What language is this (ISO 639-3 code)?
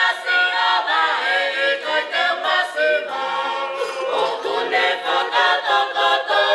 ton